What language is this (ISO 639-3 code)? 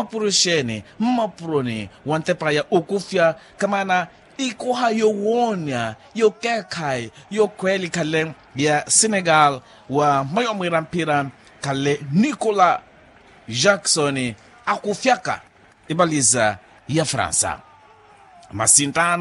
vmw